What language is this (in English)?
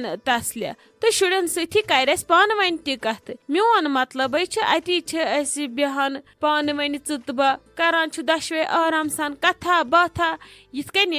Kashmiri